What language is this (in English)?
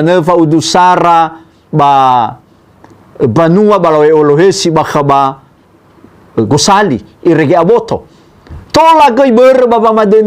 Nias